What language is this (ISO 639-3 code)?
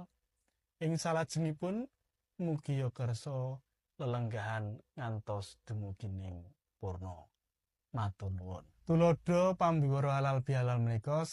jav